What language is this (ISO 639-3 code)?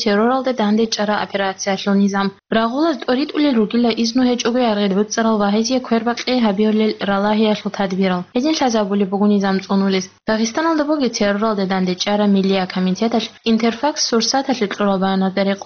ava